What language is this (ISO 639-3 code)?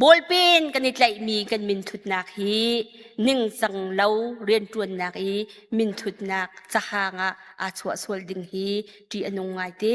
cnh